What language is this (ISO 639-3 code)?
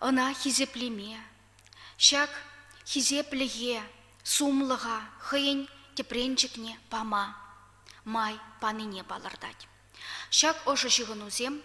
chv